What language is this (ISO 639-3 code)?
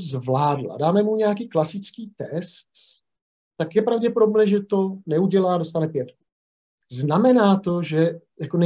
ces